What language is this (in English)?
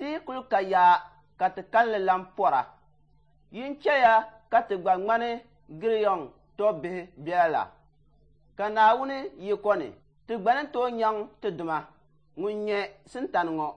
Dagbani